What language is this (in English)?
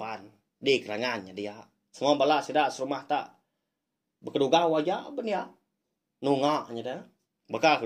Iban